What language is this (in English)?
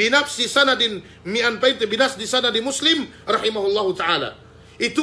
Yakan